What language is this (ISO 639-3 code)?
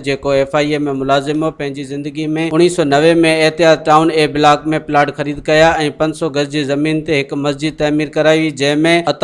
snd